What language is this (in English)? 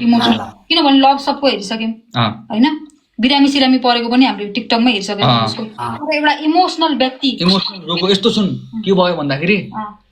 Nepali